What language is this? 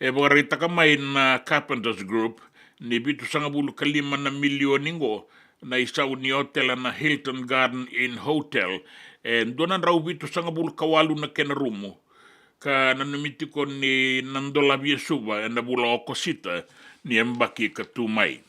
Fijian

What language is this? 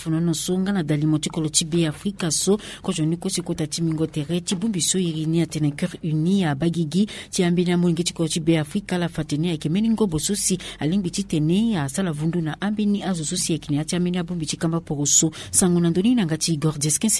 Sango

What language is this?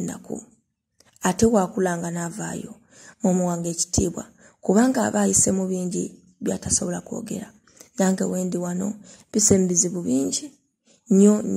Ganda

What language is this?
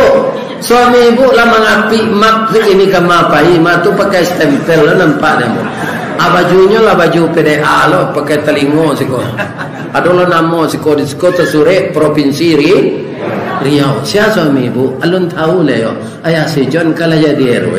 Minangkabau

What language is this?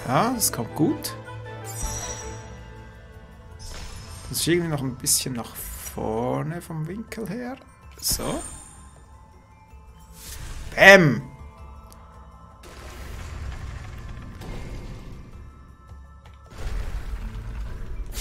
German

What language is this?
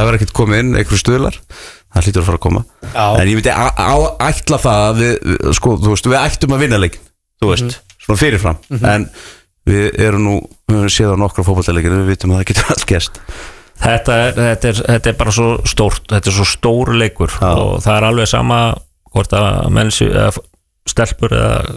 Icelandic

